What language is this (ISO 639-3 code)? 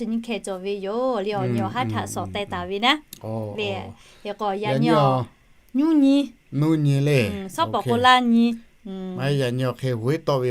lhu